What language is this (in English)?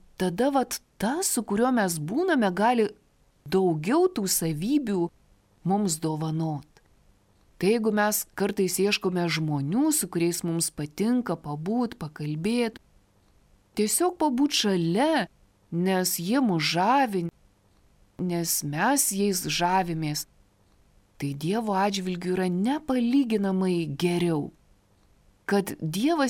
Lithuanian